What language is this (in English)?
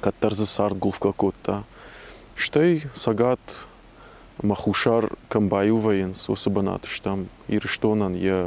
Ossetic